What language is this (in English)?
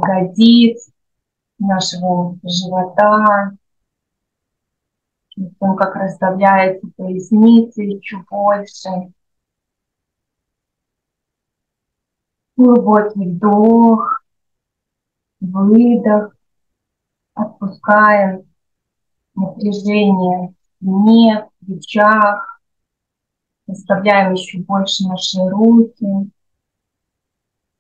Russian